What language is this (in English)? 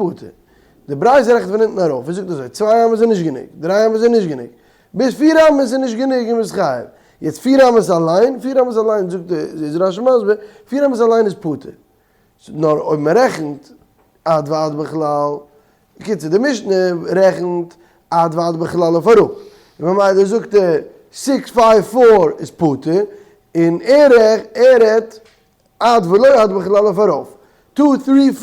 Yiddish